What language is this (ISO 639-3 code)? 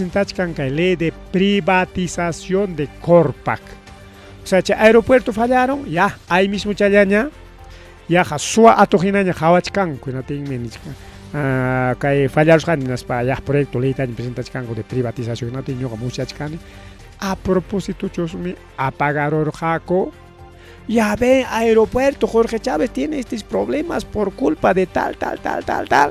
quy